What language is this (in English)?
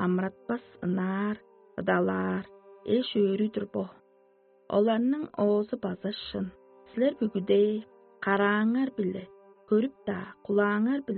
Tuvinian